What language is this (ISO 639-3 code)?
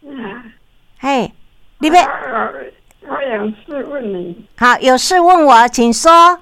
nan